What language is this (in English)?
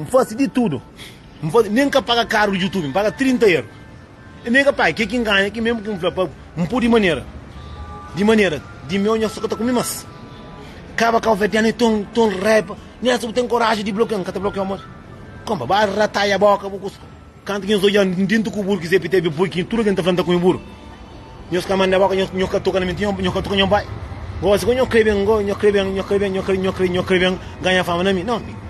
Kabuverdianu